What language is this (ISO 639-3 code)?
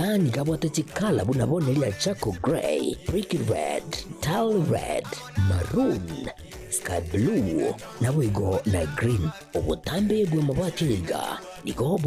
guz